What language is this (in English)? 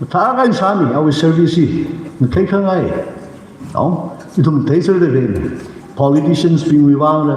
Tangkhul Naga (India)